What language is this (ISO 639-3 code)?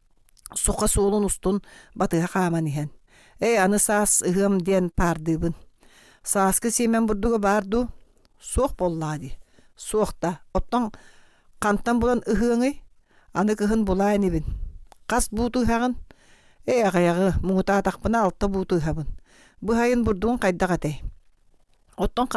sah